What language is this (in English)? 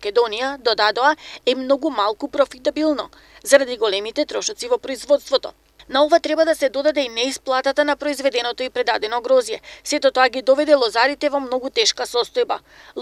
Macedonian